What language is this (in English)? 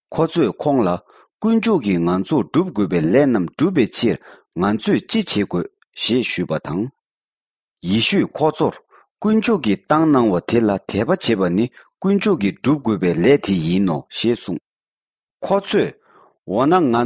Tibetan